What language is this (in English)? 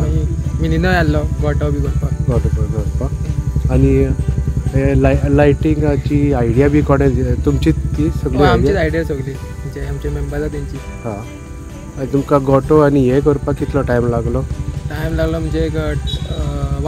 Konkani